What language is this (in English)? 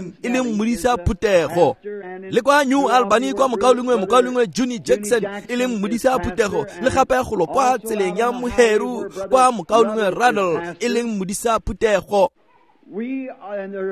Tswana